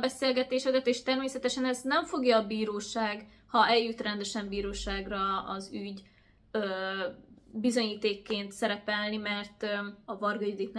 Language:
Hungarian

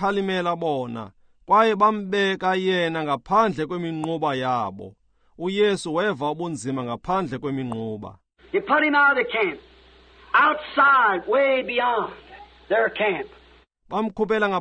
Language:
Xhosa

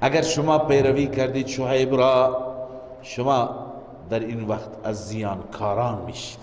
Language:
Persian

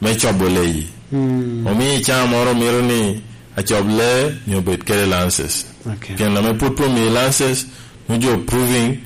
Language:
Lango (Uganda)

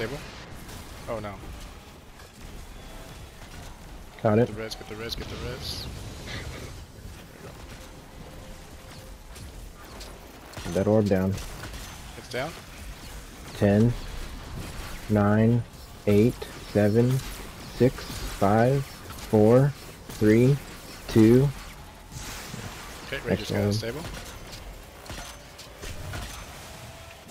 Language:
English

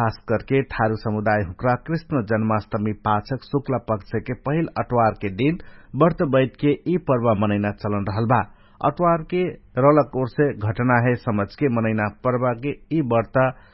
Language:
Dangaura Tharu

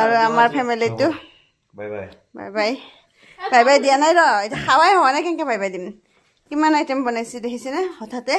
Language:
Assamese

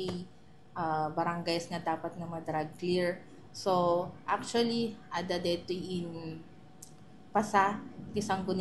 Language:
Iloko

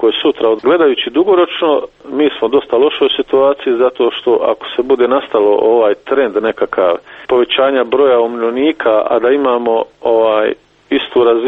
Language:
Croatian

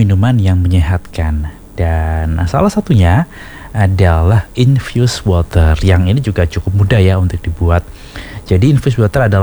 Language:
Indonesian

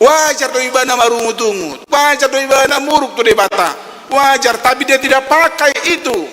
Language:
Batak Toba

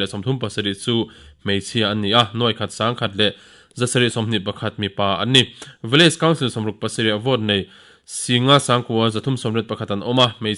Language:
Mizo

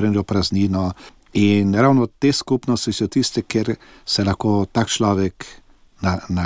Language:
Slovenian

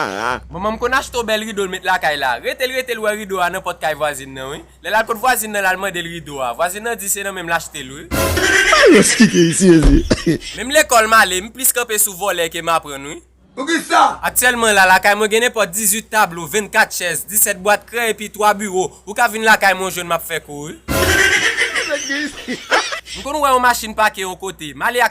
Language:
Haitian Creole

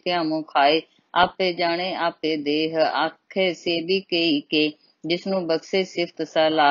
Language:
Punjabi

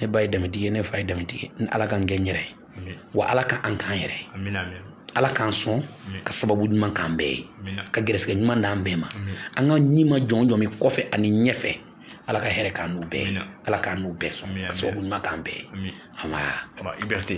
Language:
Bambara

